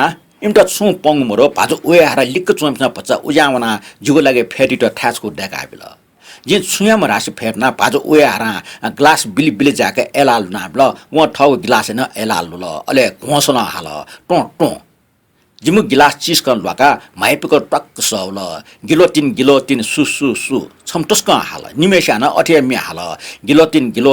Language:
Newari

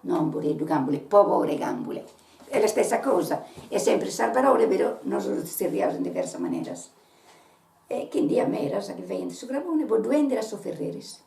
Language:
Sardinian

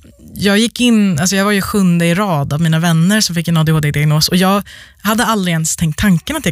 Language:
Swedish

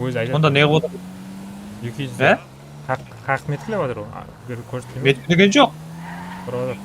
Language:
Kara-Kalpak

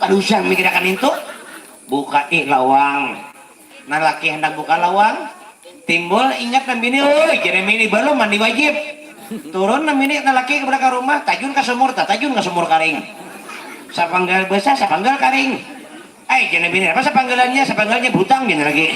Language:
Banjar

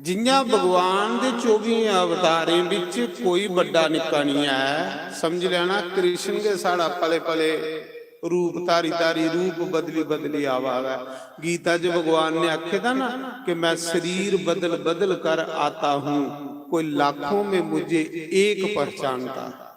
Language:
Dogri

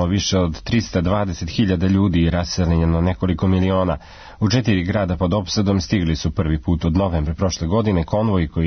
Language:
Serbian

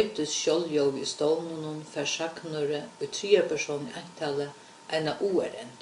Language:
Faroese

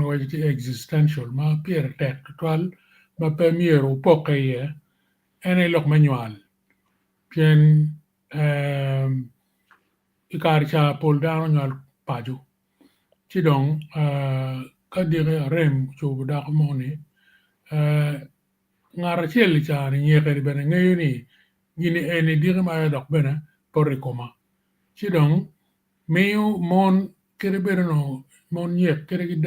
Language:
Acoli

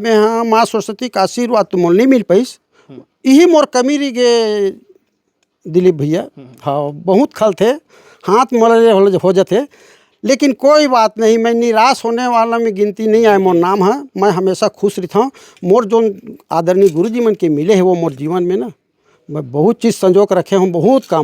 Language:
Chhattisgarhi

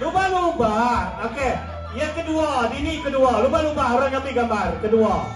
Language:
Iban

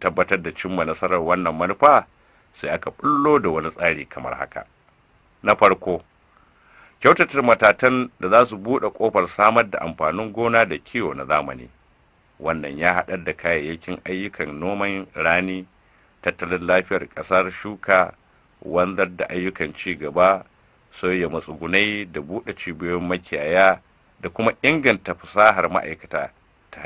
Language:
Hausa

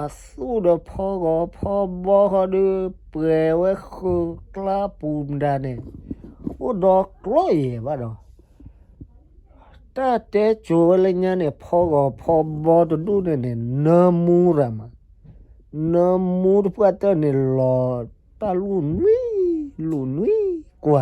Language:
S'gaw Karen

